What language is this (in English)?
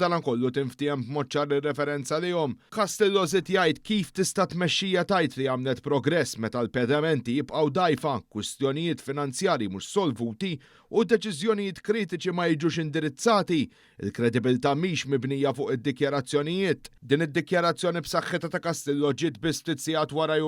Maltese